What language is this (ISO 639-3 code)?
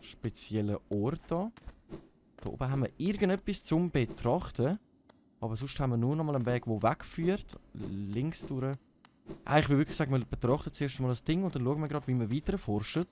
gsw